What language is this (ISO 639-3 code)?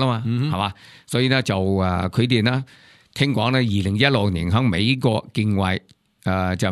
yue